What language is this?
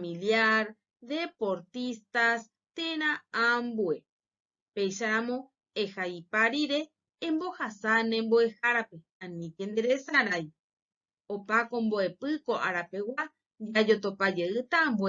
Guarani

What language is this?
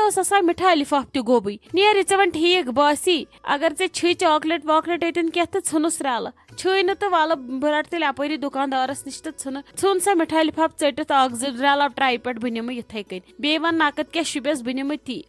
Kashmiri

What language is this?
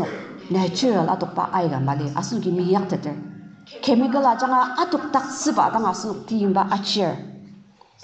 Ao Naga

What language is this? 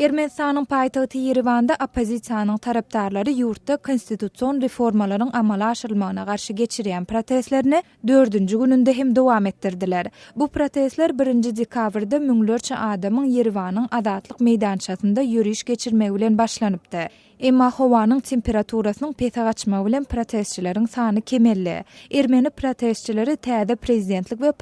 Turkmen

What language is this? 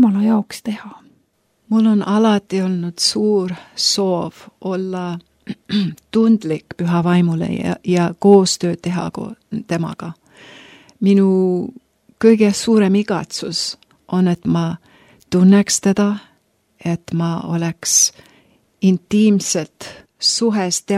Estonian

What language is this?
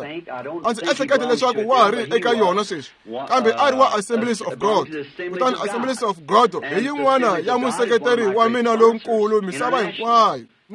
Tsonga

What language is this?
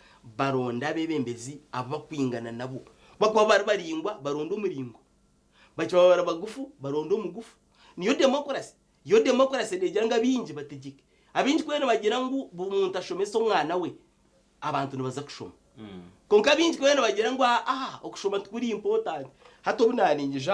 Nyankole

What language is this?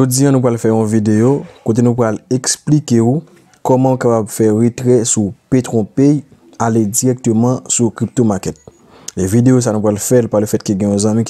Haitian Creole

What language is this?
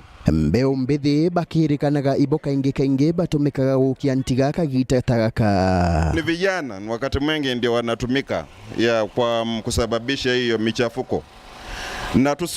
Meru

